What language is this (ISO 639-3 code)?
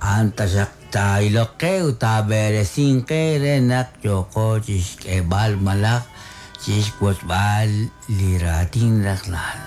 kek